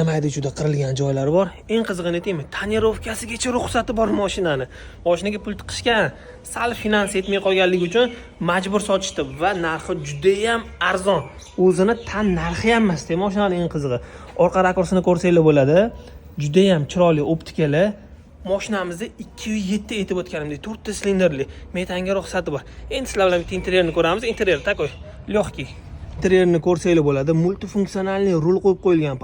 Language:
Uzbek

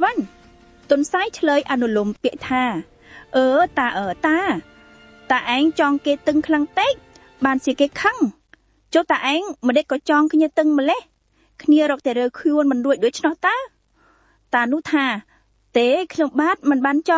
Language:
Khmer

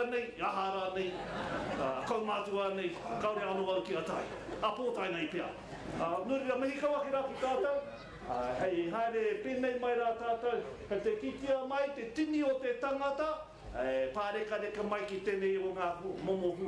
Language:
Māori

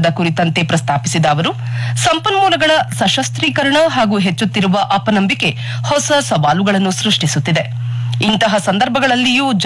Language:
Kannada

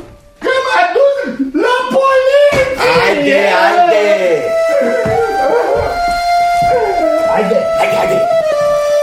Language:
Romanian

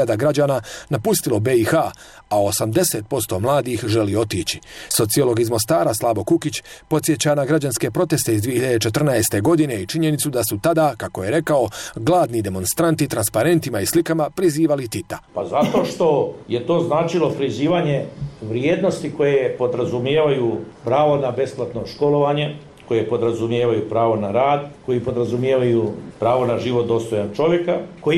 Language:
Bosnian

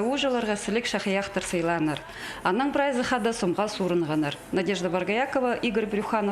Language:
Khakas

